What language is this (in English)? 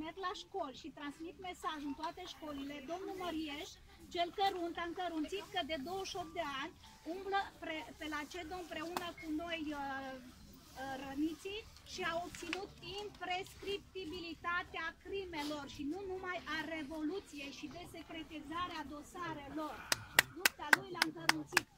Romanian